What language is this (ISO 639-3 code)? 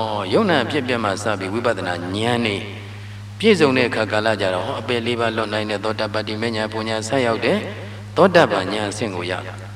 mya